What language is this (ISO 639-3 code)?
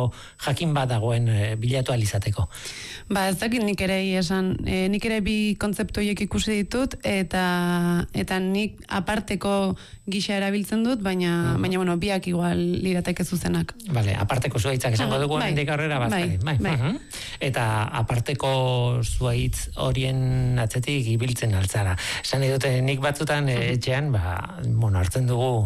eus